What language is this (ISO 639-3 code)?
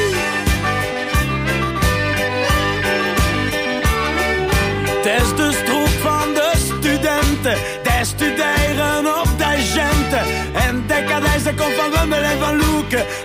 nld